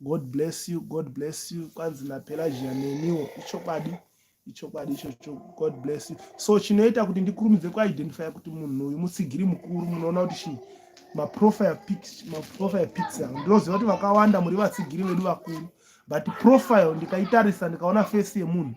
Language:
Shona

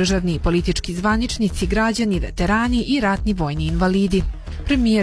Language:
Serbian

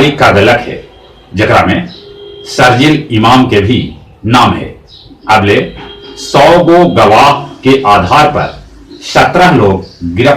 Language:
Magahi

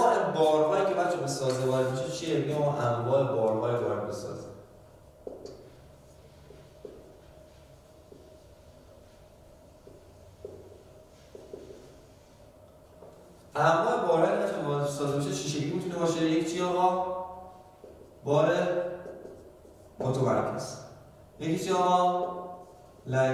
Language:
Persian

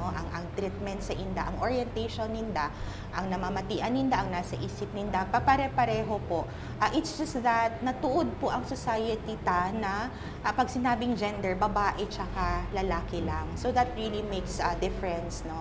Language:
Bikol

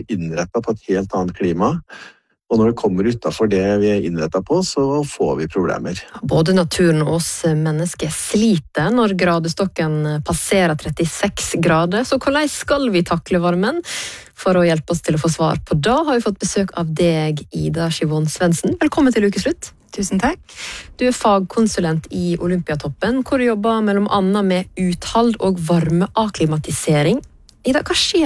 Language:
Norwegian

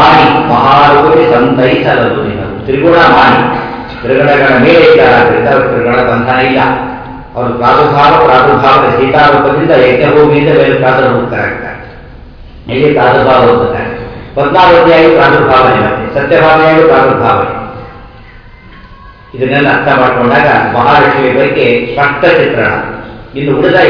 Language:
Kannada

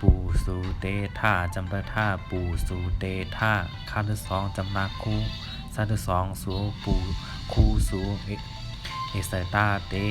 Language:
Shan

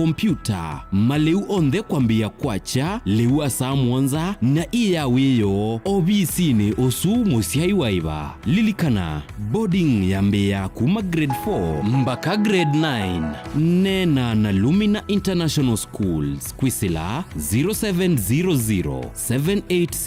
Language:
Kamba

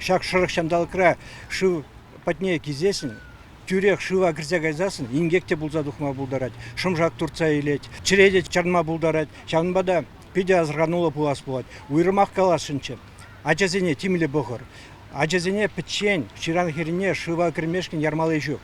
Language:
Chuvash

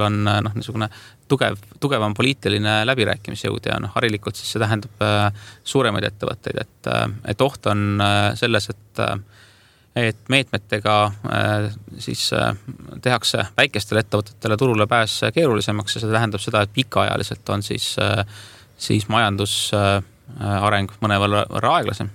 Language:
Estonian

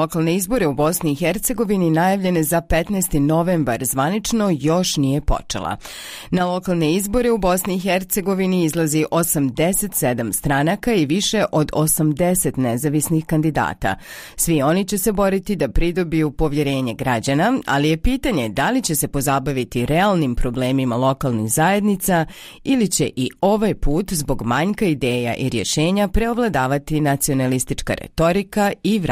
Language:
Bosnian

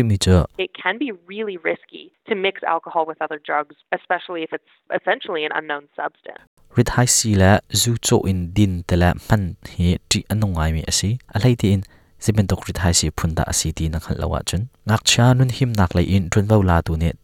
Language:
Hakha Chin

